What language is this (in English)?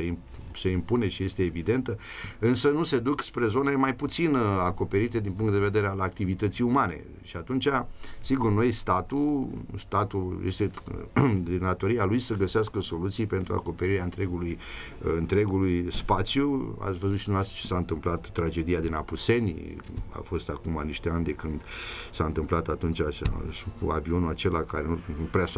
Romanian